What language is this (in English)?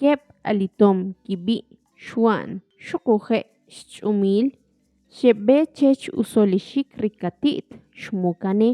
Kʼicheʼ